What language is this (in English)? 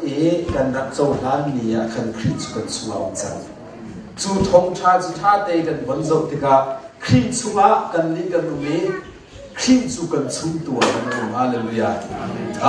Hakha Chin